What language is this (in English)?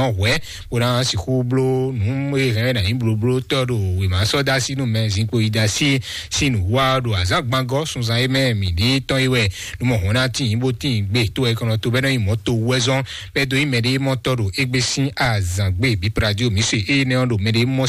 Fon